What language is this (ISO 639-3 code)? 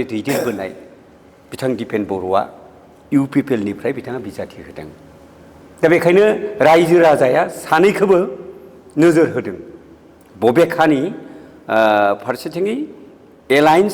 brx